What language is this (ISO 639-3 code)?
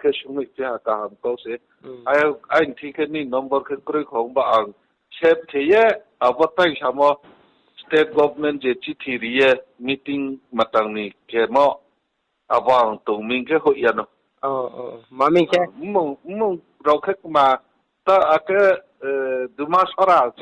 ria